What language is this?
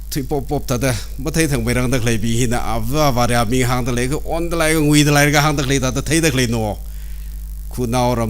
Tangkhul Naga (India)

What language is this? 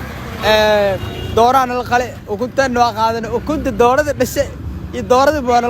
Somali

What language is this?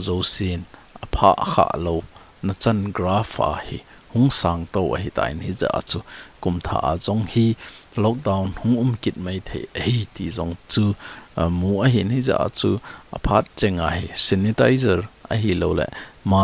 Thado Chin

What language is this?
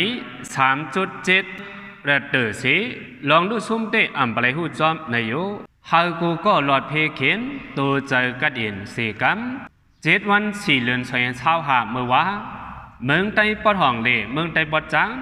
Shan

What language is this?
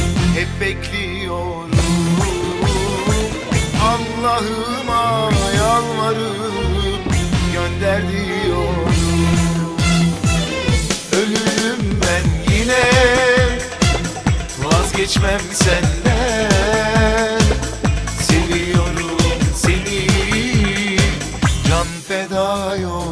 Turkish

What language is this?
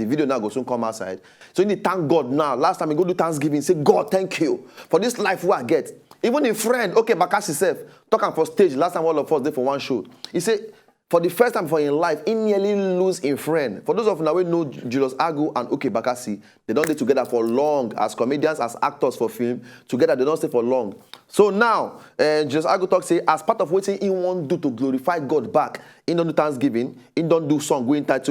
Nigerian Pidgin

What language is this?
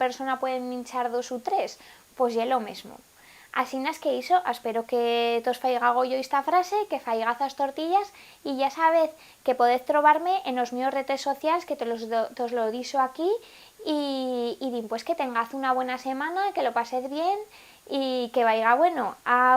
Aragonese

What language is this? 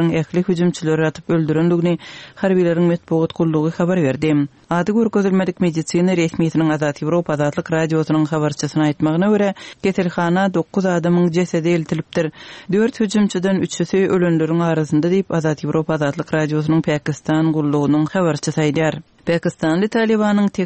Turkmen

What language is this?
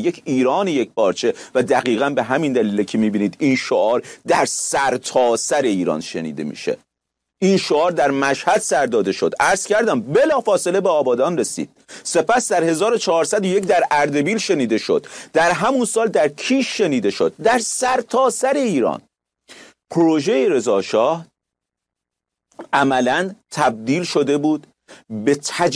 Persian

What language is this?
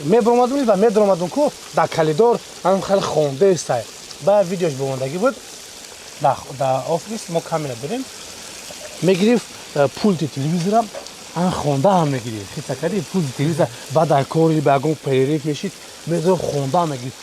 Tajik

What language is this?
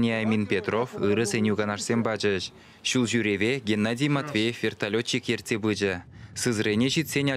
Chuvash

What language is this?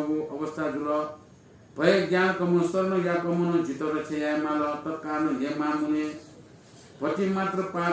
Newari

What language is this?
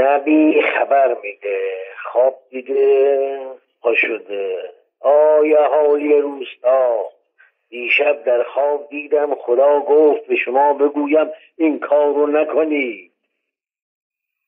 Persian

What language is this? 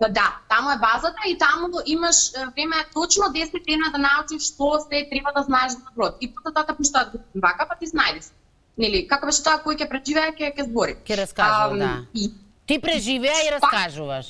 Macedonian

